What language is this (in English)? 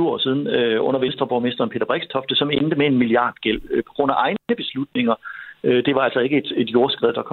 Danish